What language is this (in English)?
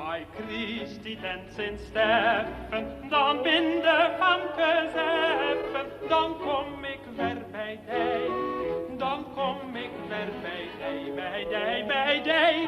Western Frisian